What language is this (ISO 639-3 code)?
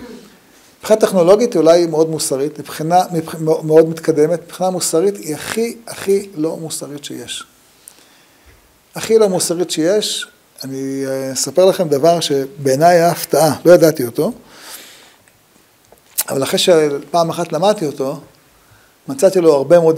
heb